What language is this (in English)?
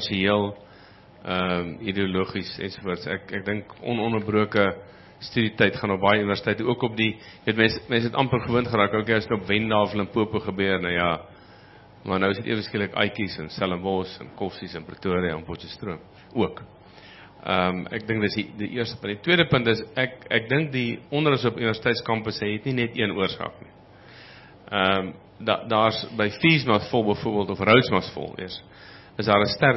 Afrikaans